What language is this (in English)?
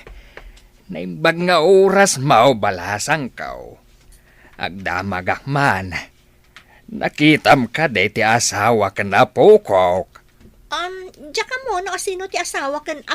Iloko